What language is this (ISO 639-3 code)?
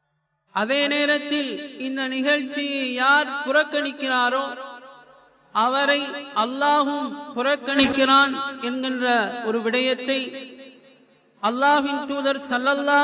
tam